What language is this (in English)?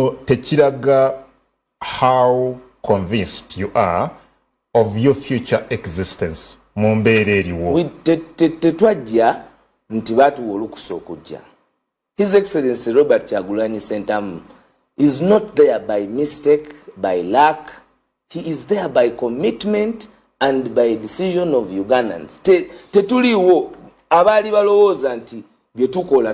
Ganda